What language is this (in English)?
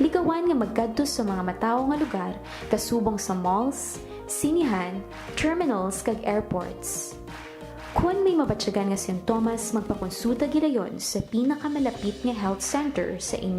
Hiligaynon